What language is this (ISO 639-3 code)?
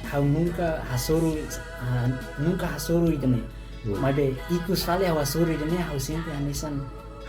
tet